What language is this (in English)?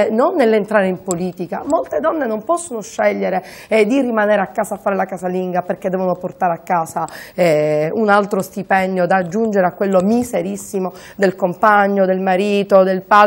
Italian